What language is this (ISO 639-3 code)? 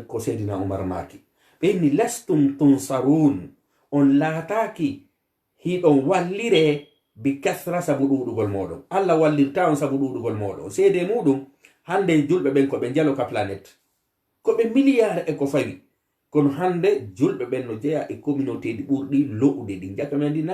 ful